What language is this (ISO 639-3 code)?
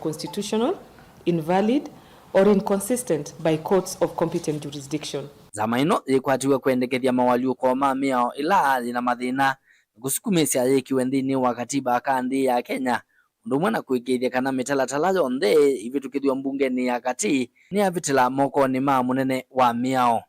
kam